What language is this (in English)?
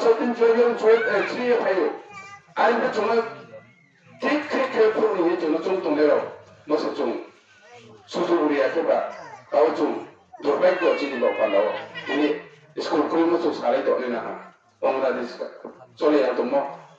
Riang (India)